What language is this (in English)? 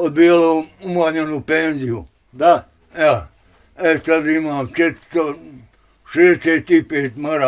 Bosnian